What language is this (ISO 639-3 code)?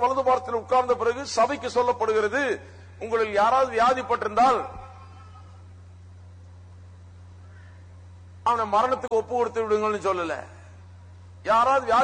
tam